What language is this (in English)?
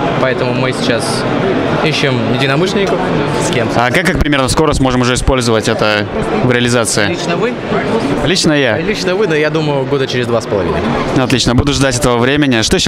Russian